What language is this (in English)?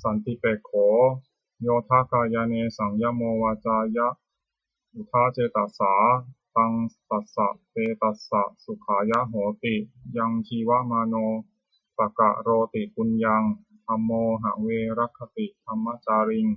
Pali